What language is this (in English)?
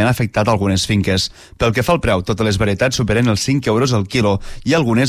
Catalan